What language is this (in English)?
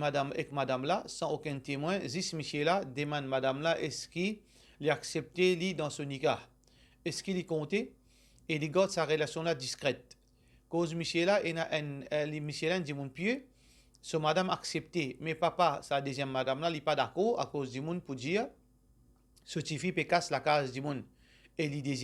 Morisyen